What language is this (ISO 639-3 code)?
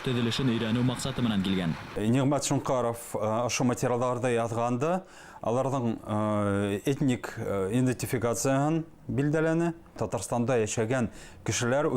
bak